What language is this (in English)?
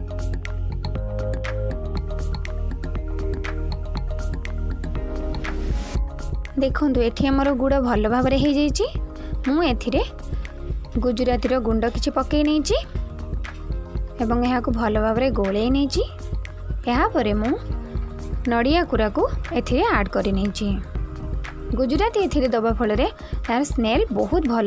Odia